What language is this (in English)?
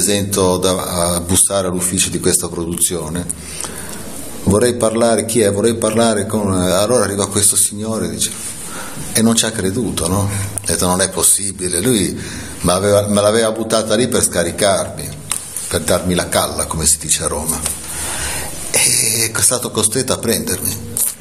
Italian